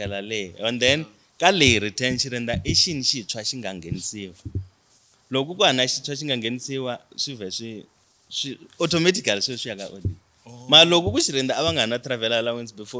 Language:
Tsonga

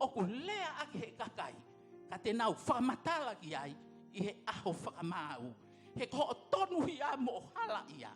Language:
Tongan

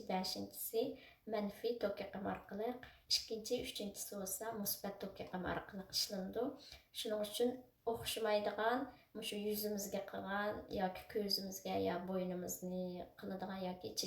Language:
Uyghur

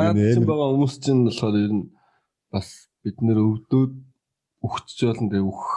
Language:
Mongolian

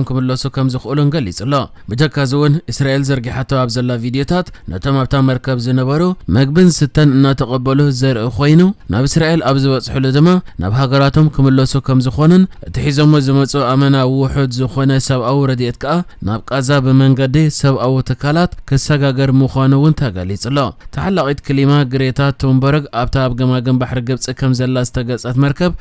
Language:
Tigrinya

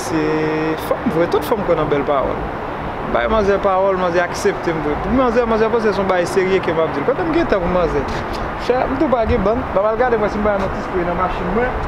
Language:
Haitian Creole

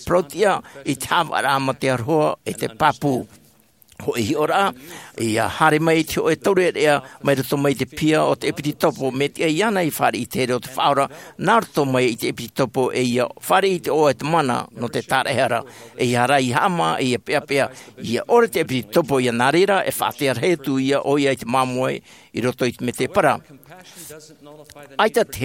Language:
Tahitian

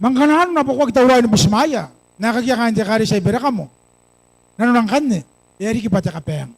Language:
Gilbertese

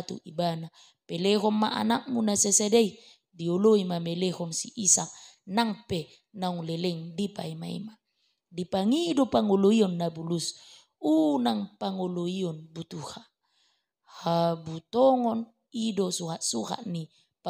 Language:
Batak Toba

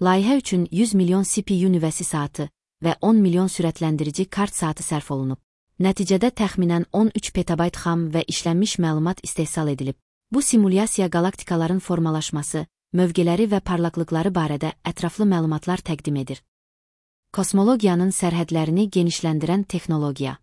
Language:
Azerbaijani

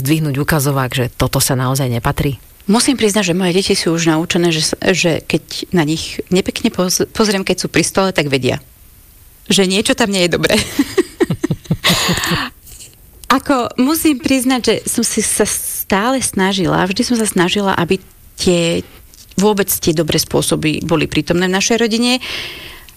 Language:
Slovak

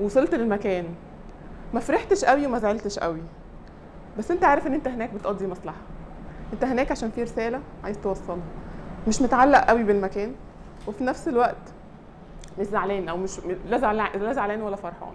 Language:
Egyptian Arabic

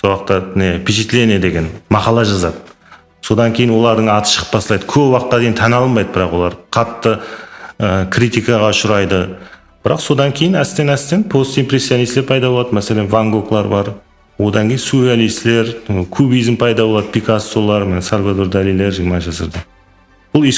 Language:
Kara-Kalpak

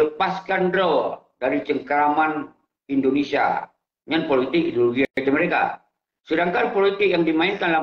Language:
Achinese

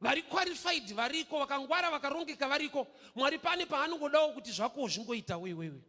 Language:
Shona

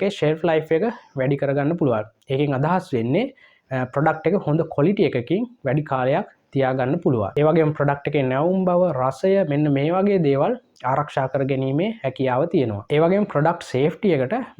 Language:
Sinhala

